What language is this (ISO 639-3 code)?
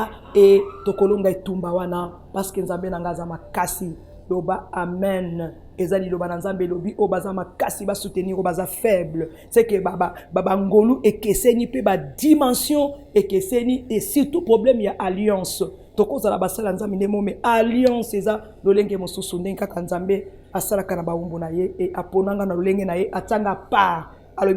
lin